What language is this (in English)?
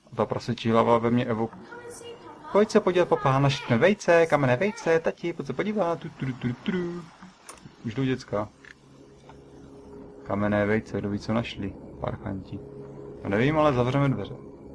Czech